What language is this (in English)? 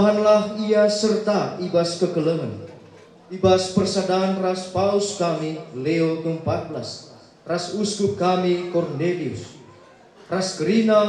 Batak Karo